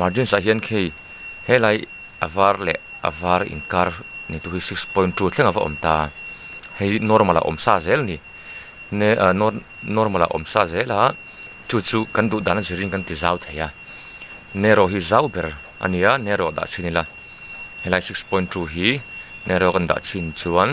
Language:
Mizo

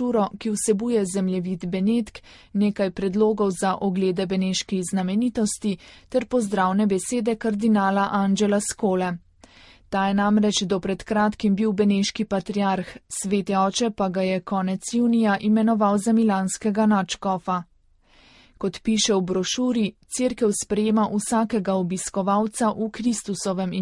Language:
Slovenian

